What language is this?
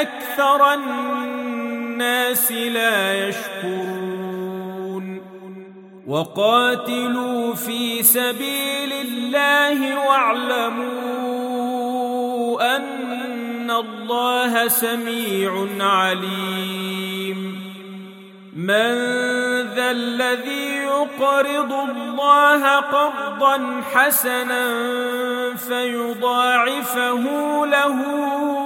Arabic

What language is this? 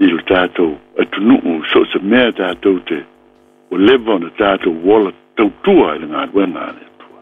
Samoan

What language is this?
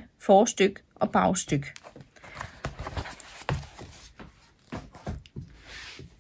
Danish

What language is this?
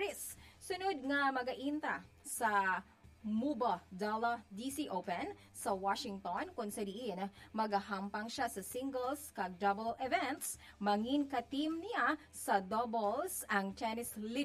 Hiligaynon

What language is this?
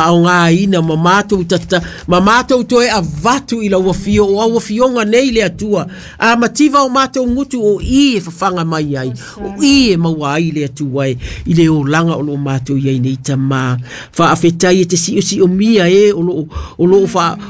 Samoan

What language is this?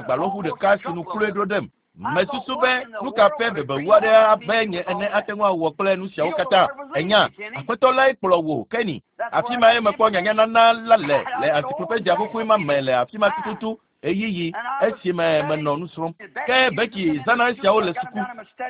Ewe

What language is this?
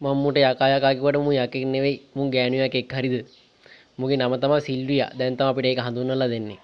Sinhala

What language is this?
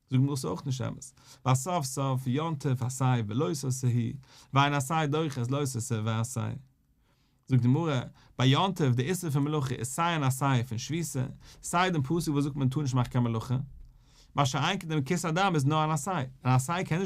Yiddish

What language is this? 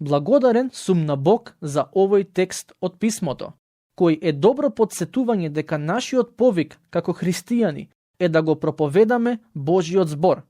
Macedonian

